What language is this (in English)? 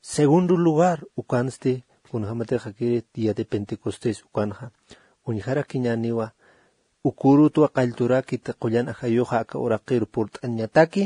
Aymara